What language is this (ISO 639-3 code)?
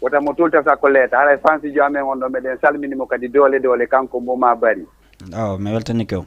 ful